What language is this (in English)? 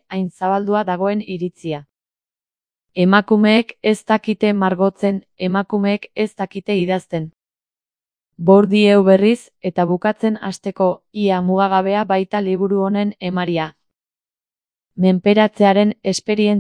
Basque